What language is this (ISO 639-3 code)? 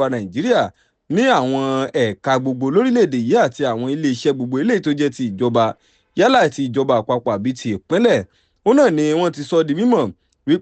yor